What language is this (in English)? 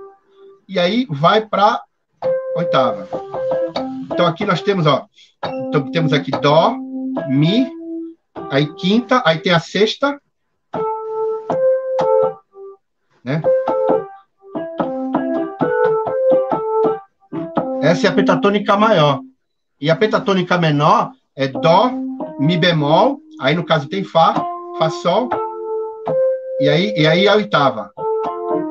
Portuguese